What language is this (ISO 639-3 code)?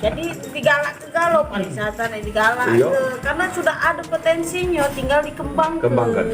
mui